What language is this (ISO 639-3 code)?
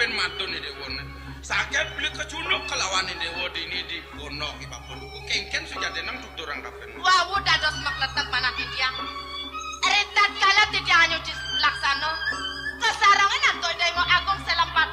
ban